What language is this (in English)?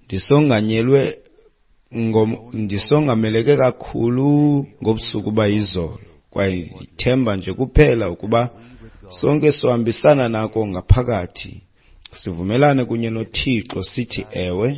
Xhosa